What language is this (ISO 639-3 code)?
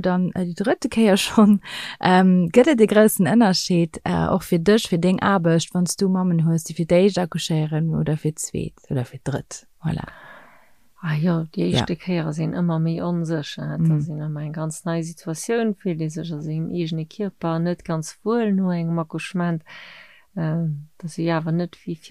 ltz